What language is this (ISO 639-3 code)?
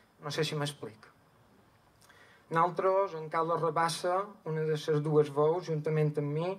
cat